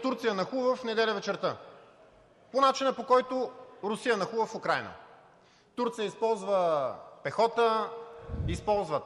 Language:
Bulgarian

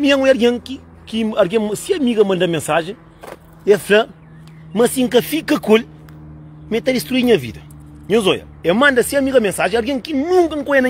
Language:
Kabuverdianu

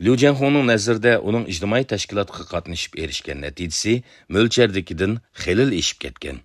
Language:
Uyghur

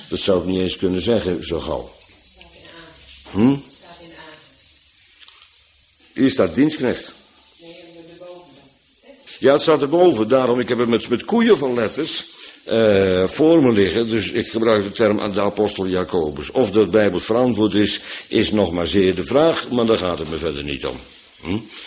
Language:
Dutch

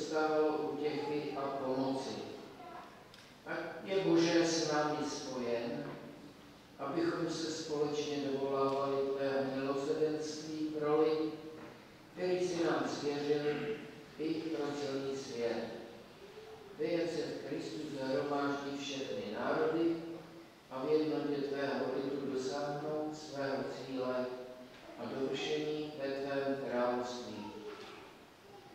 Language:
Czech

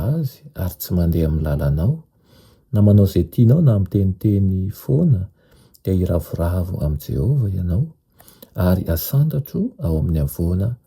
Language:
Malagasy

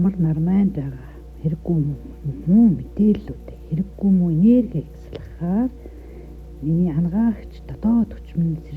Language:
Mongolian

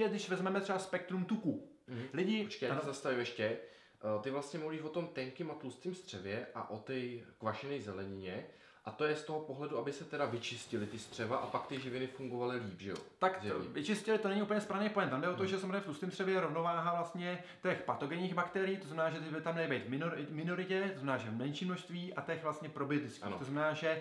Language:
Czech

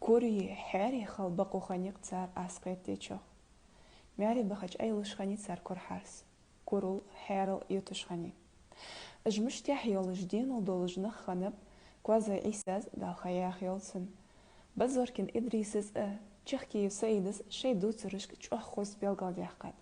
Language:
Ingush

